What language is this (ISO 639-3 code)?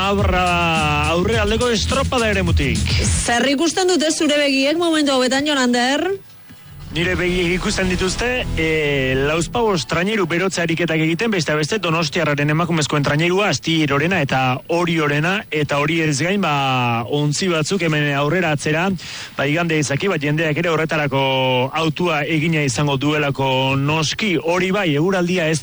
eus